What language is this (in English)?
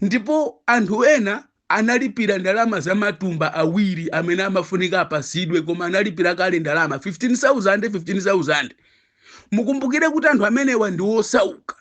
Nyanja